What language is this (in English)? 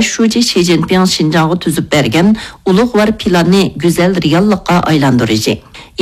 Uyghur